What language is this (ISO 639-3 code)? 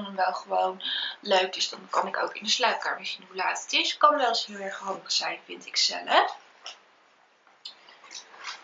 nld